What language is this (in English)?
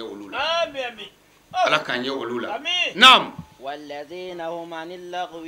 Bambara